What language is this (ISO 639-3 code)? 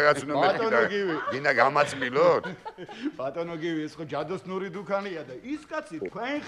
kat